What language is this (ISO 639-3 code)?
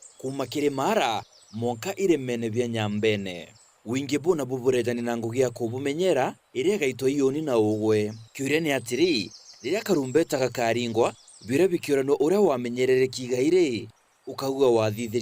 mer